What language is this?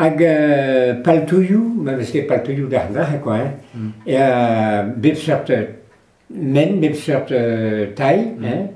Breton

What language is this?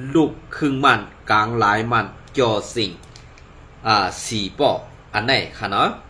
Shan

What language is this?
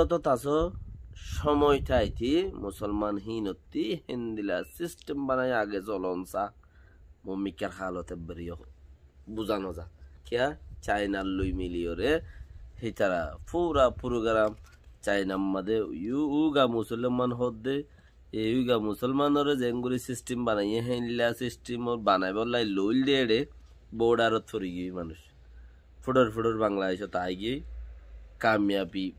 Rohingya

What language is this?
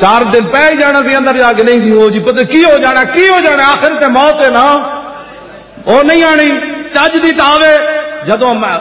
Western Panjabi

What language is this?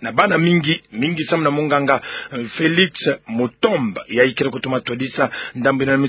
Kituba (Democratic Republic of Congo)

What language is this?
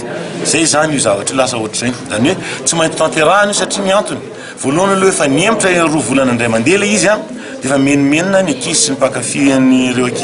Malagasy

